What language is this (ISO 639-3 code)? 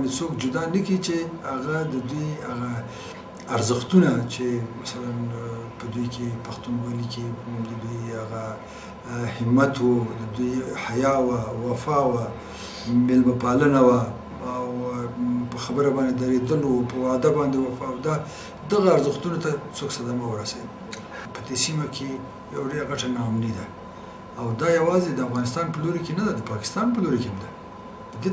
pus